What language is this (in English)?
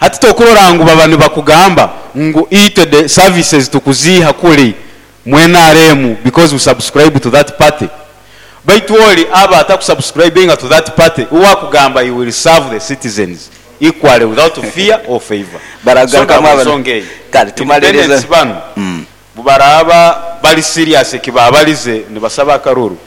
Nyoro